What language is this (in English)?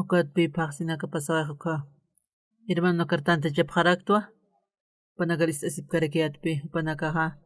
Aymara